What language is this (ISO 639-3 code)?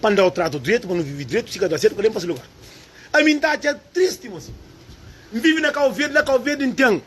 kea